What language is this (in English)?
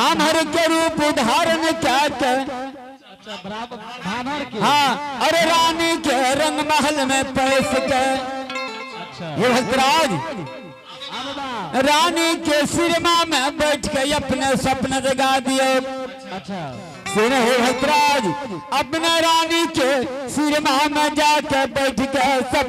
Angika